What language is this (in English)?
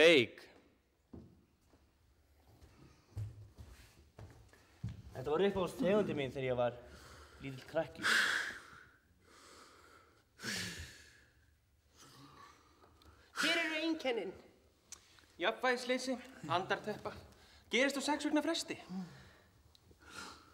Icelandic